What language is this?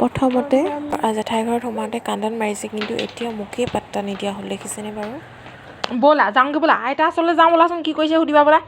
Assamese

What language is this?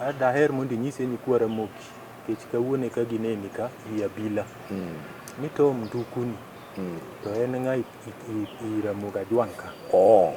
Luo (Kenya and Tanzania)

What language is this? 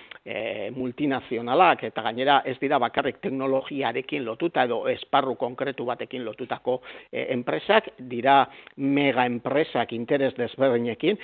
Basque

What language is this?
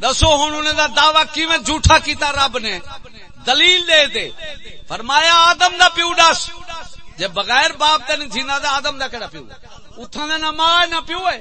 Saraiki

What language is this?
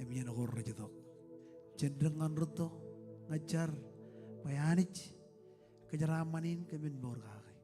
Marshallese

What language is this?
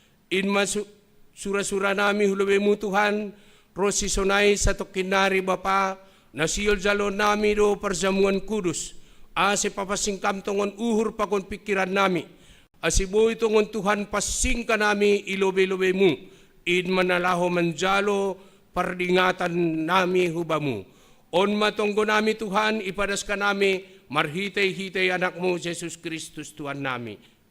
Batak Simalungun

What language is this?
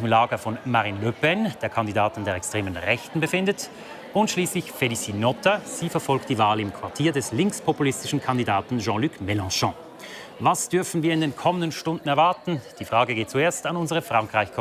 Swiss German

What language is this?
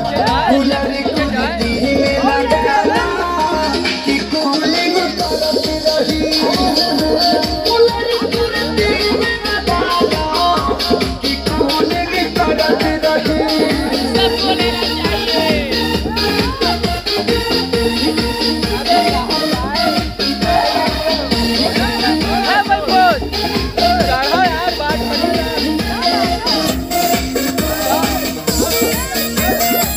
Bhojpuri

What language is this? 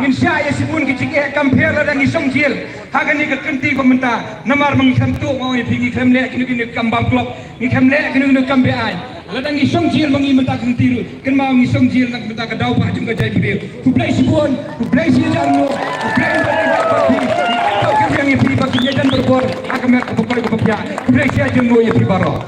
Khasi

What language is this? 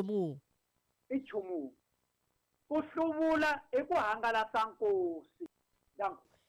Tsonga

